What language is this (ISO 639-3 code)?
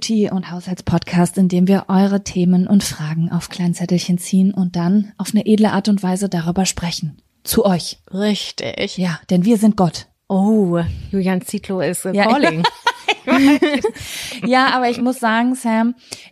deu